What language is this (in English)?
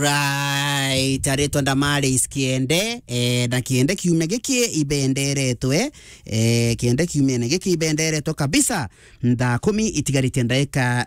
Meru